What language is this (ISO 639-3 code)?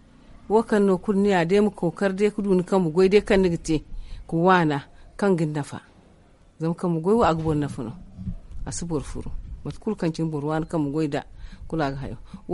dje